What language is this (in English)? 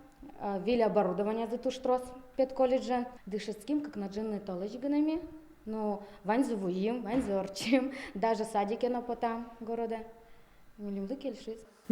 Udmurt